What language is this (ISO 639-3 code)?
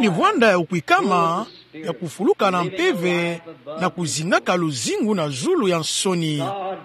ktu